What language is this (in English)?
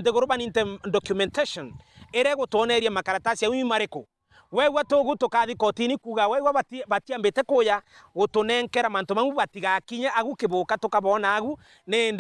Meru